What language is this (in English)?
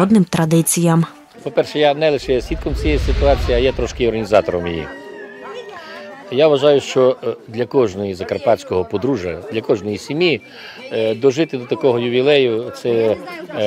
Ukrainian